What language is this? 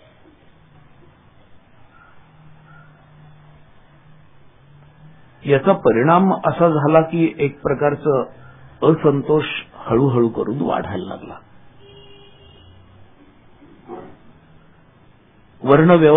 Marathi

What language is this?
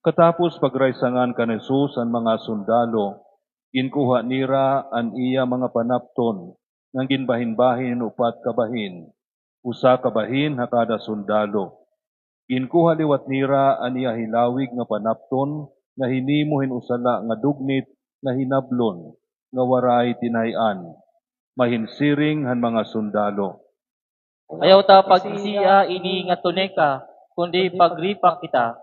Waray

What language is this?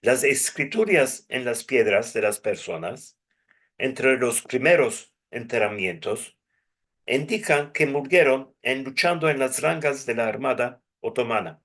Ladino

